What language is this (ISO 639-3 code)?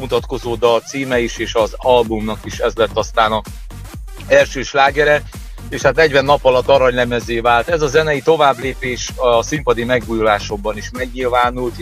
hun